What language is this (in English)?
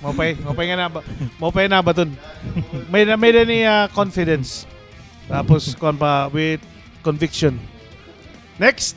Waray